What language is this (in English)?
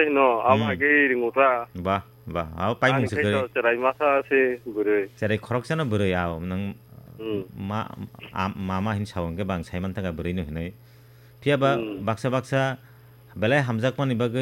Kok Borok